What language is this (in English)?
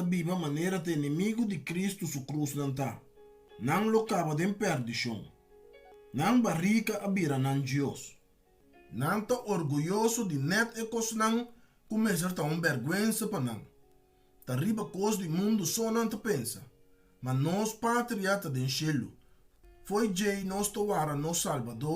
Papiamento